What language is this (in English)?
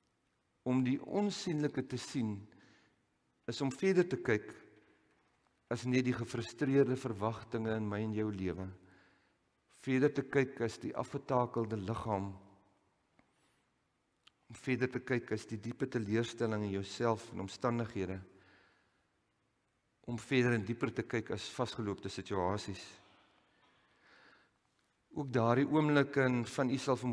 Afrikaans